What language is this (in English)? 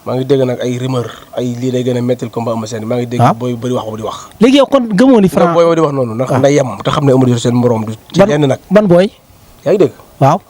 Wolof